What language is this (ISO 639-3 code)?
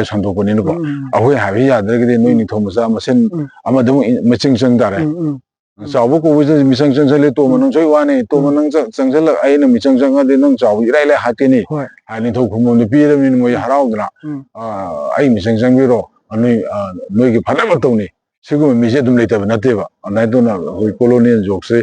mni